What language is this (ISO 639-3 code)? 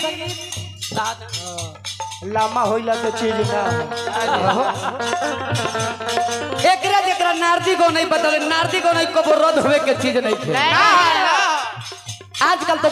bho